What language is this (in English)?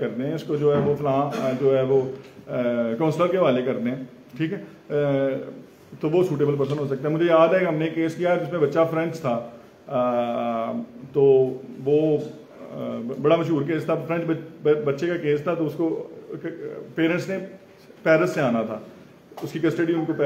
Hindi